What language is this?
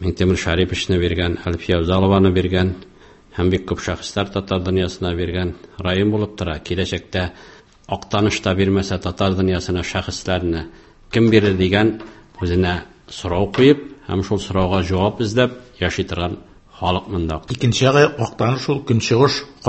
Tatar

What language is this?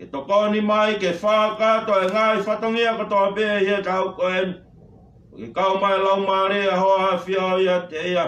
Tongan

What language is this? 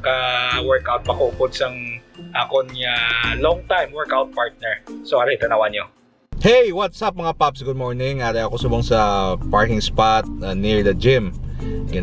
Hiligaynon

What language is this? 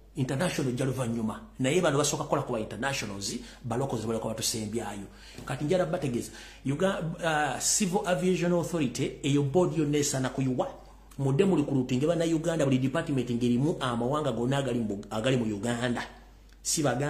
Ganda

